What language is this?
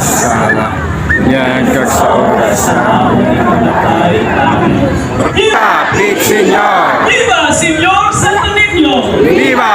Hiligaynon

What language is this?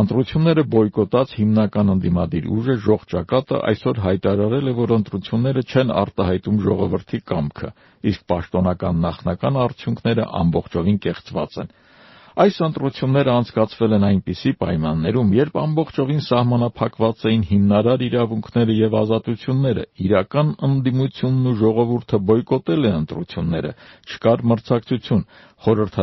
Armenian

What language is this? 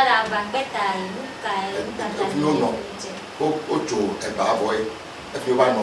Ewe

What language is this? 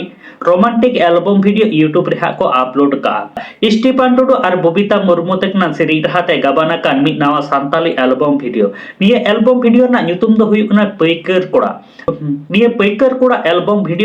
Santali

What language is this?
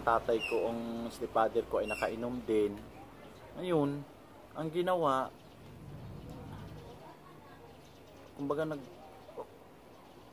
Filipino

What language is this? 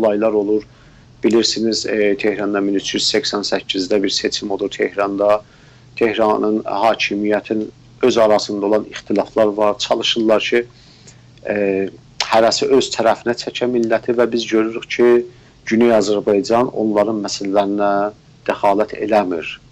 South Azerbaijani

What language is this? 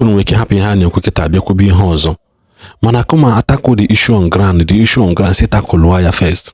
Igbo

